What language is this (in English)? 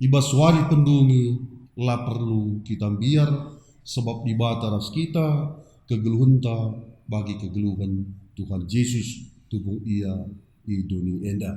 Batak Karo